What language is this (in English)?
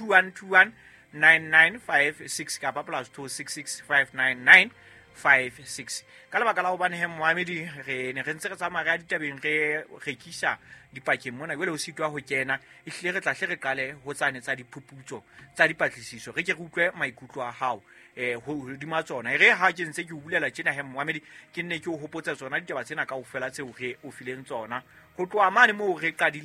Southern Sotho